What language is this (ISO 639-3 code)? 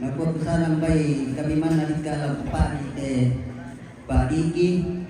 sda